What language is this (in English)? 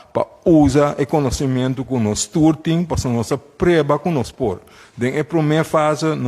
Papiamento